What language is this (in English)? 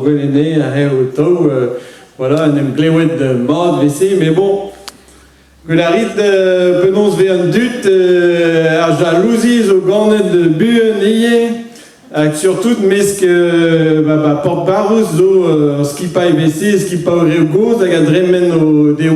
Breton